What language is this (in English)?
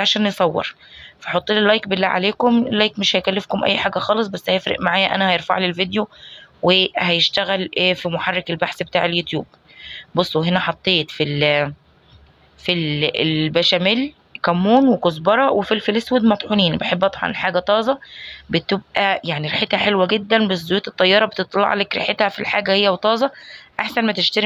Egyptian Arabic